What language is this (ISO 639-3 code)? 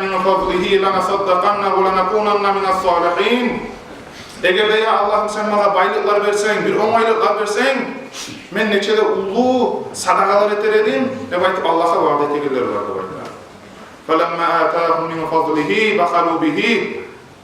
kum